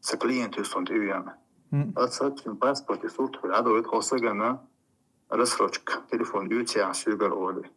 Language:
Chechen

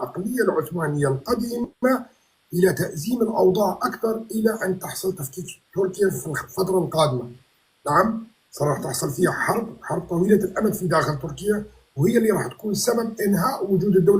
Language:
North Levantine Arabic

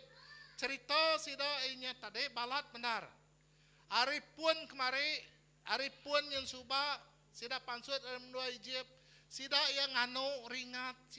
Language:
Iban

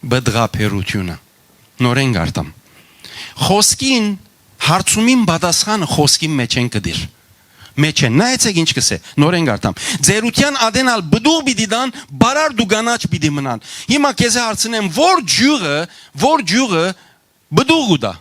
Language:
Western Armenian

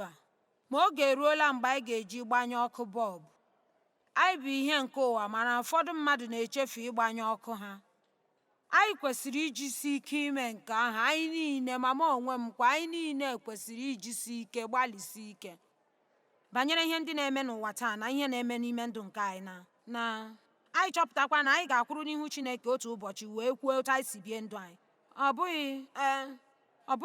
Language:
Igbo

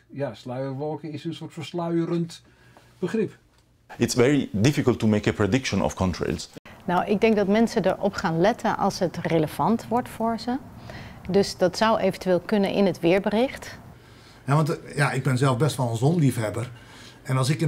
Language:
Dutch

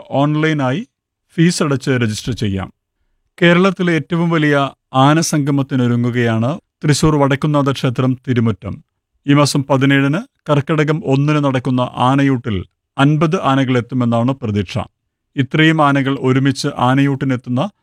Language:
Malayalam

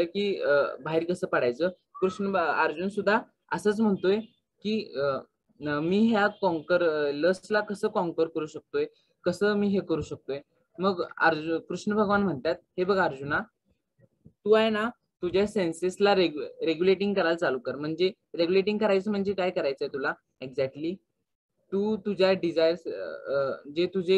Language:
Marathi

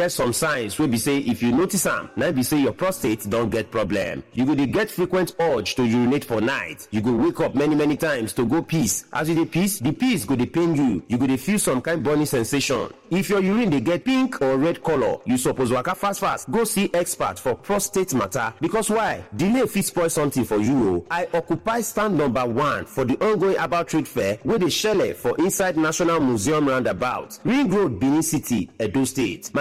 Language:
Nigerian Pidgin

